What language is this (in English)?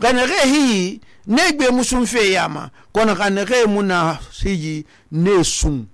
Susu